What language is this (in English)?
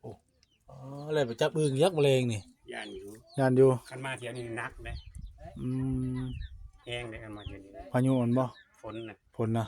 Northeastern Thai